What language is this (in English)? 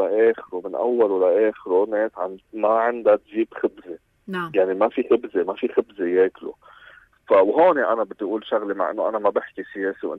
North Levantine Arabic